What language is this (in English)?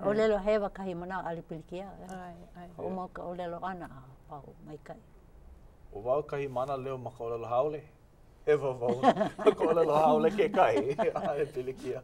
Hawaiian